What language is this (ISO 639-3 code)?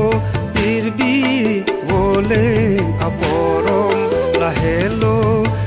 mjw